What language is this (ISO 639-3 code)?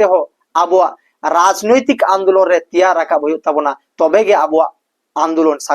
sat